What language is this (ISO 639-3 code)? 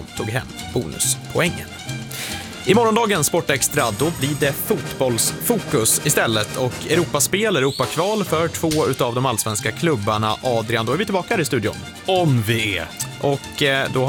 swe